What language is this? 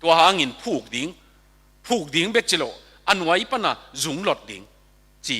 Tedim Chin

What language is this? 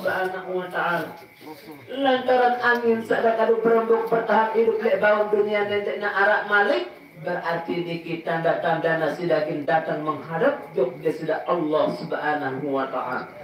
Sasak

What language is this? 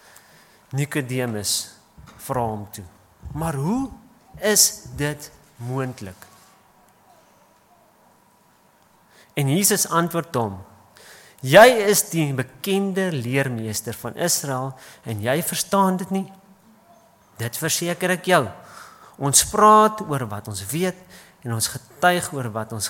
Afrikaans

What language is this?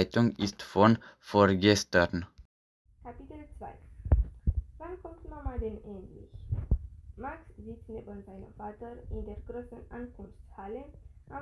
German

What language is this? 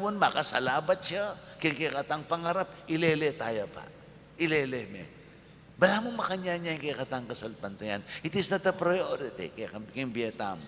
Pampanga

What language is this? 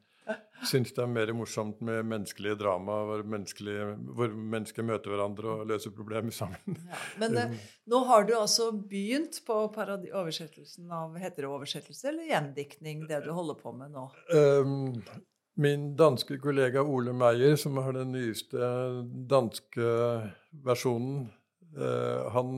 Norwegian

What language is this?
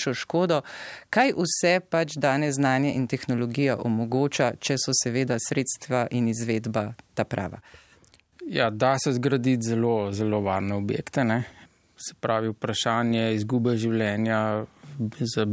Slovenian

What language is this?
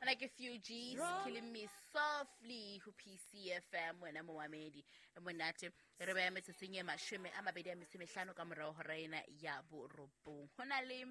Southern Sotho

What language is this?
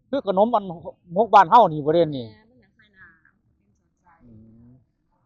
Northeastern Thai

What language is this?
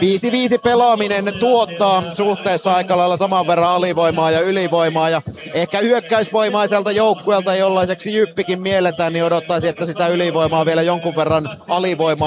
Finnish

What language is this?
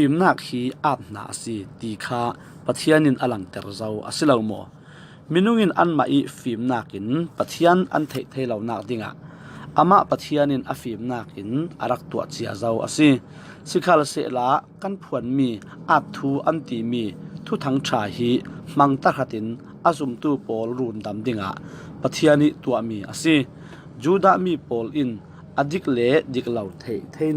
Falam Chin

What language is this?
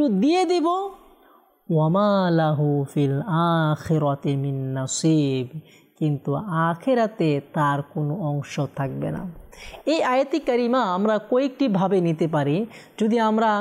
Bangla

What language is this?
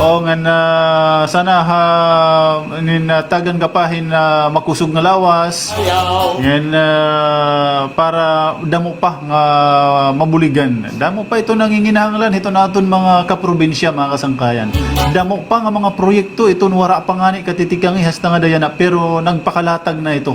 Waray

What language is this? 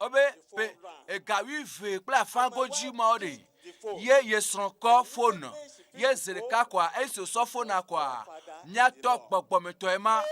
Ewe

